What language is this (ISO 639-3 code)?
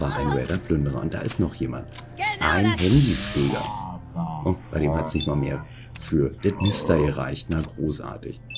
deu